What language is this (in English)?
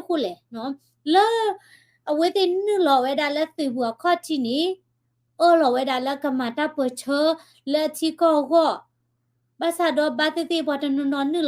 S'gaw Karen